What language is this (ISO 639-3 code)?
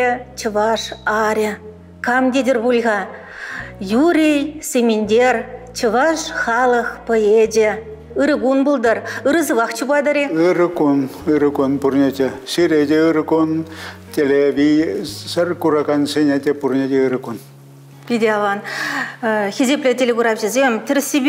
chv